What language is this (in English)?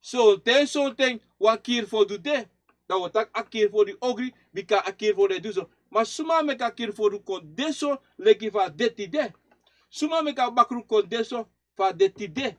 Sranan Tongo